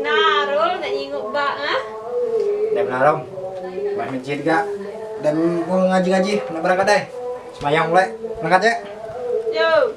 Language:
Musi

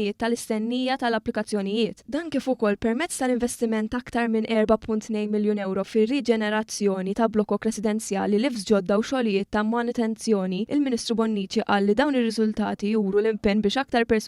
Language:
Maltese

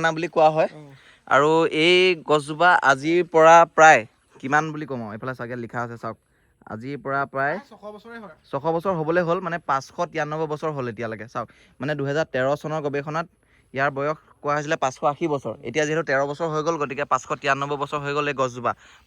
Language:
Assamese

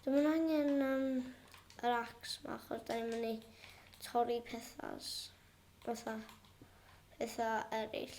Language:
Welsh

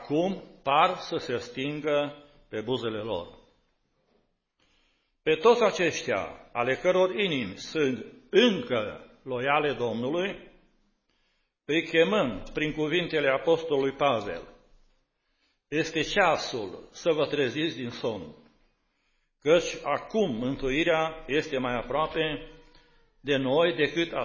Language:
Romanian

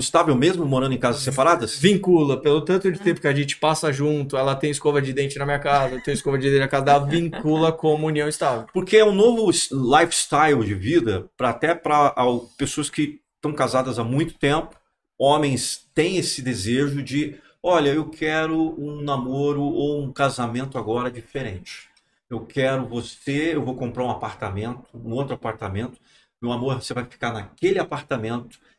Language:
Portuguese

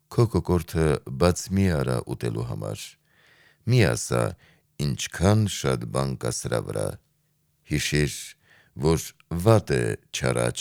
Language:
Armenian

